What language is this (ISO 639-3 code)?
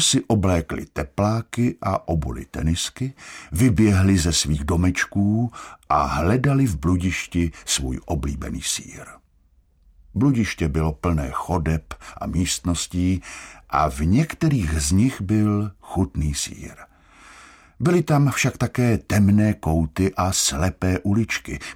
ces